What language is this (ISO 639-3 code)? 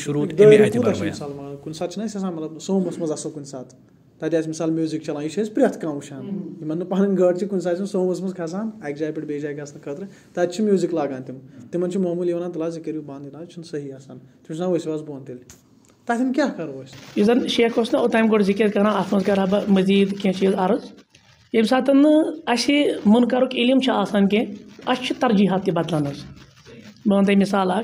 kas